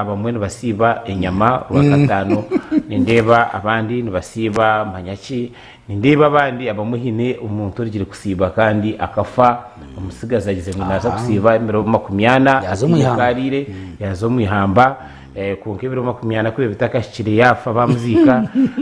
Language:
Nyankole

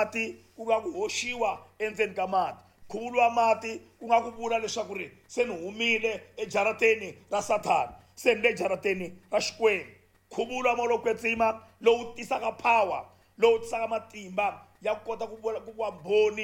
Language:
Tsonga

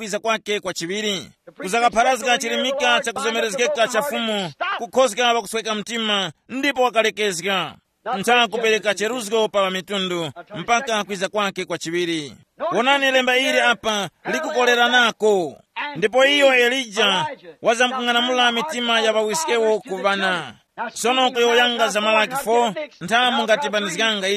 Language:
Tumbuka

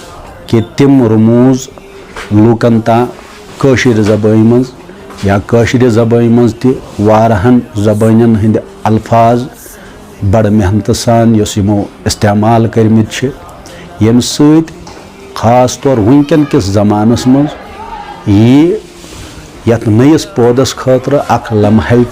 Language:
Kashmiri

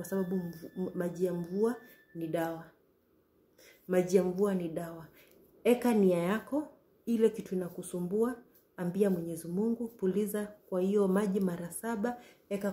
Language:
Swahili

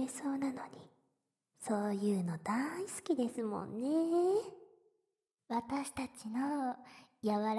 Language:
Japanese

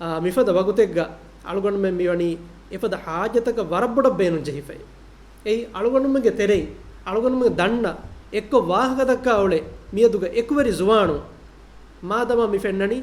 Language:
Divehi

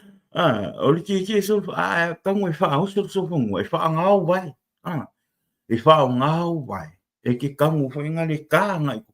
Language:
Samoan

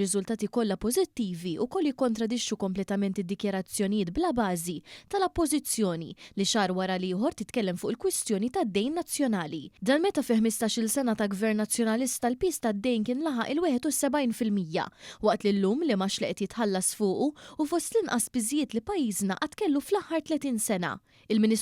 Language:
Maltese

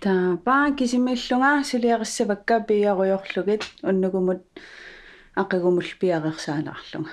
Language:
Kalaallisut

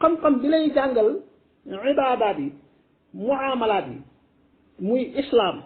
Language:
Wolof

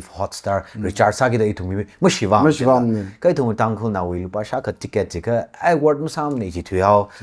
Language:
Tangkhul Naga (India)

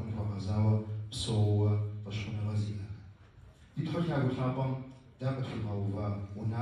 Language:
Kabardian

